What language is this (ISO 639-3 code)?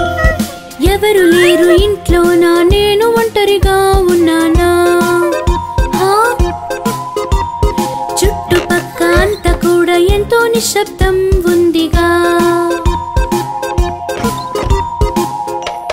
tel